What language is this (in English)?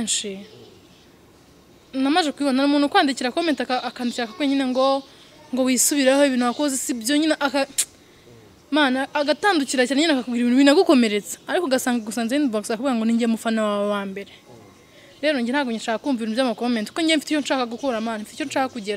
Kinyarwanda